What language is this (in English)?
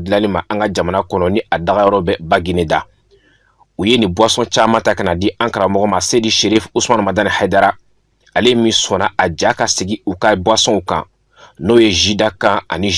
Bambara